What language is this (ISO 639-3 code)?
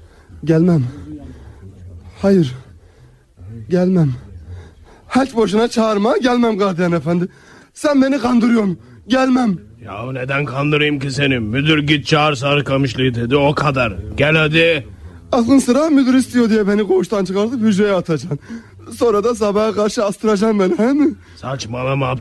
tur